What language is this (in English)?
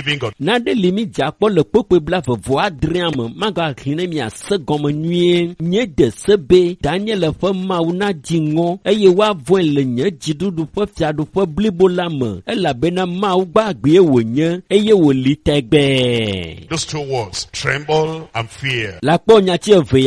Ewe